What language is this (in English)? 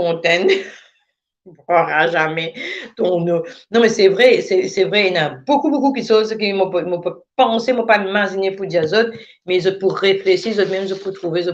Morisyen